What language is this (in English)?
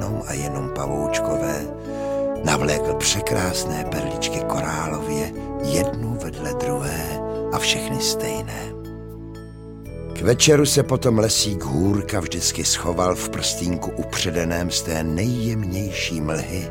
Czech